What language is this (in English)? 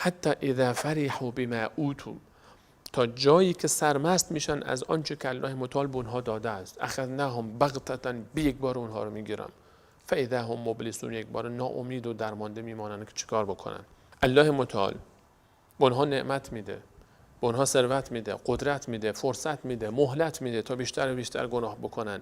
Persian